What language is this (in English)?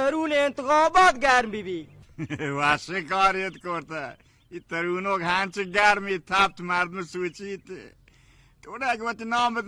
Baluchi